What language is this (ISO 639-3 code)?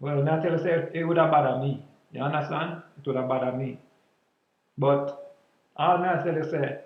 jam